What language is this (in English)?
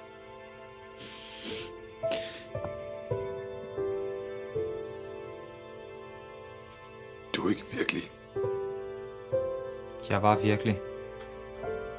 Danish